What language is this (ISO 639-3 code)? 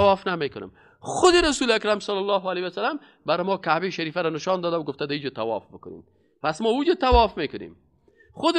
fas